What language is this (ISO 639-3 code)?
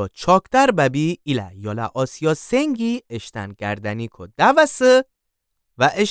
glk